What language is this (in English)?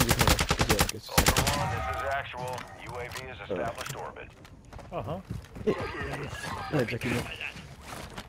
Hungarian